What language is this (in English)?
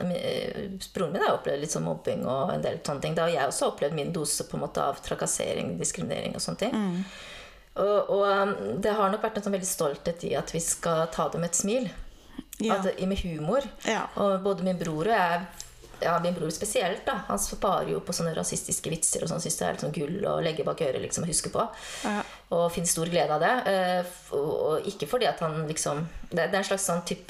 Norwegian